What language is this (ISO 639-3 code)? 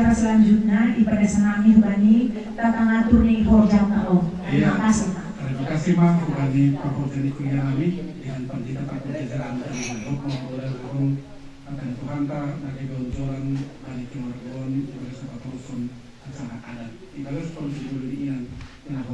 bbc